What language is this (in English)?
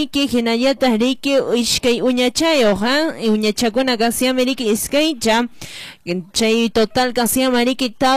Quechua